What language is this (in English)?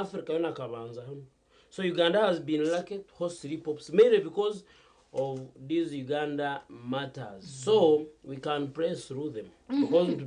Nyankole